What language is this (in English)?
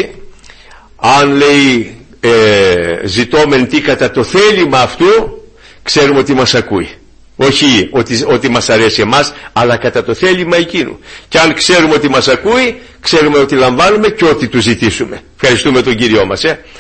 Greek